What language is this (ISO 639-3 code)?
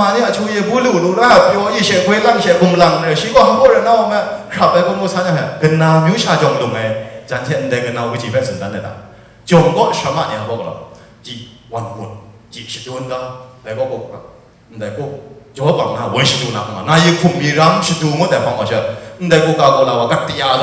kac